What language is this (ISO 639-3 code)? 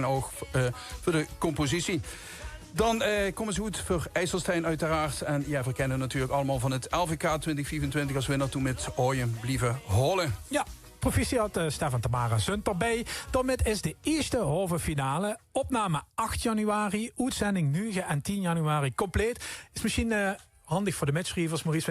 lim